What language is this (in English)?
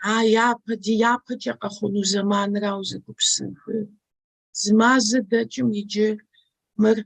Kabardian